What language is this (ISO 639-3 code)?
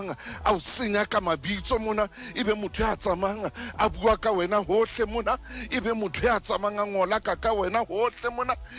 sot